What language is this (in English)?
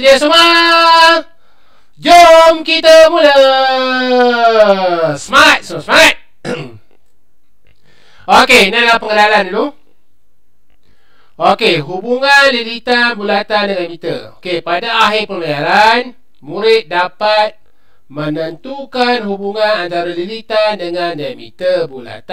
Malay